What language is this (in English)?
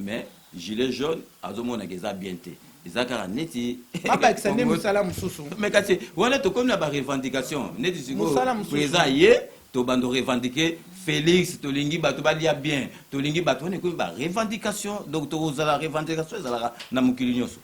Lingala